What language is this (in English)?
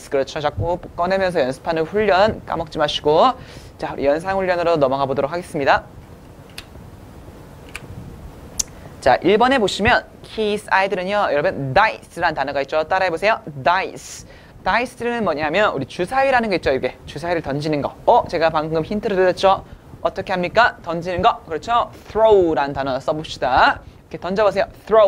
Korean